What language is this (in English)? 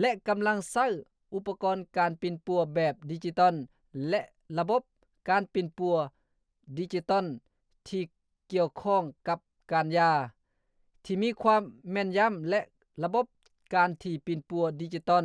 Lao